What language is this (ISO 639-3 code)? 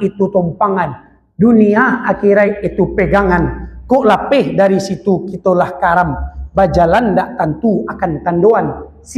min